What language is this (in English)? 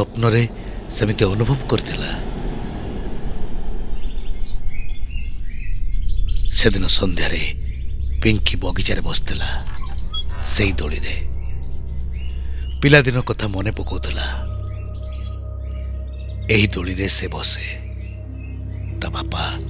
Odia